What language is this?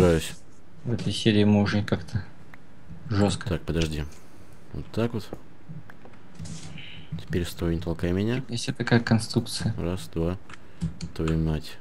Russian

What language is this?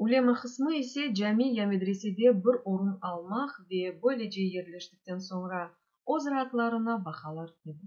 Crimean Tatar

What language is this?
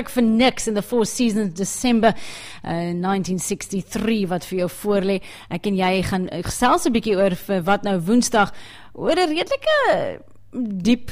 Afrikaans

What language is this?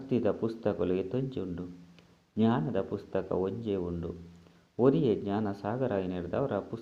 Tulu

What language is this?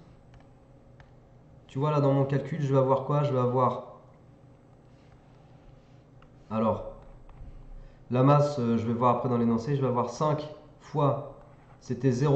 French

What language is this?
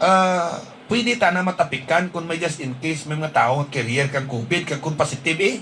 Hiligaynon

